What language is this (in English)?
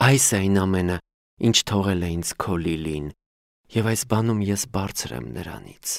Armenian